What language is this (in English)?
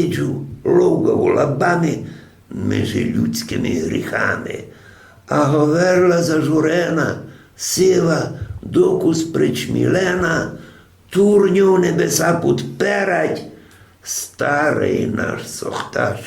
Rusyn